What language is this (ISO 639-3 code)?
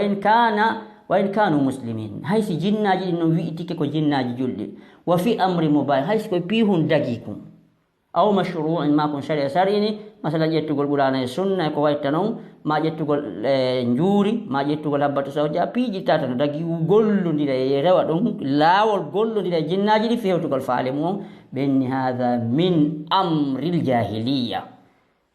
ful